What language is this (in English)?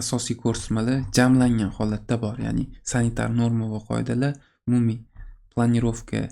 Uzbek